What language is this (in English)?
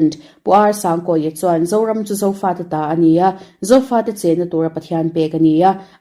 Mizo